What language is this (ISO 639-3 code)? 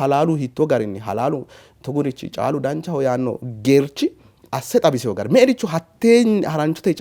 sid